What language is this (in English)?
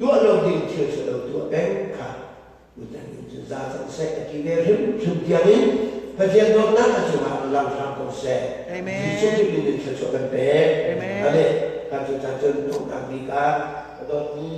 Hakha Chin